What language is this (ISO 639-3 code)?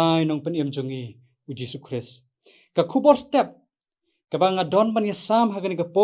kha